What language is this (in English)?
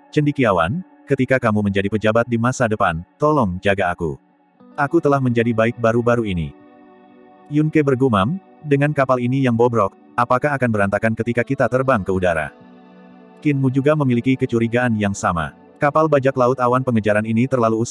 Indonesian